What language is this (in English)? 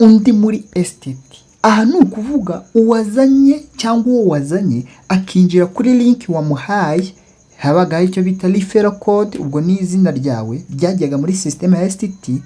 Kinyarwanda